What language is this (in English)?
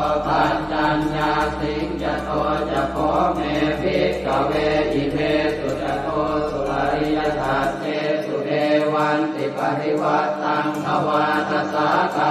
Pali